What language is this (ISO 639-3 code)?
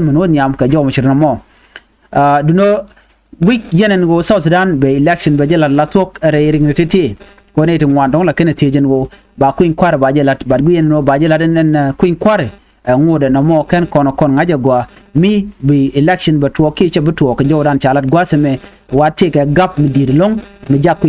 nus